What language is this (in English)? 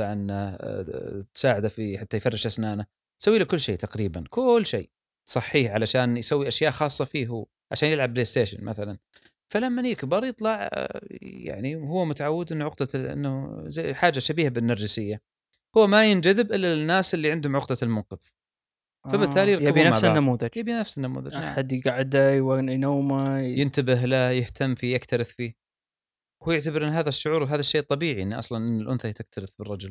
Gulf Arabic